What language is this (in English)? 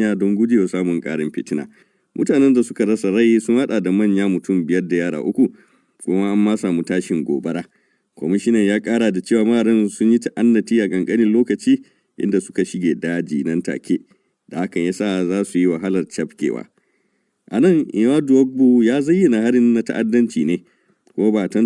Hausa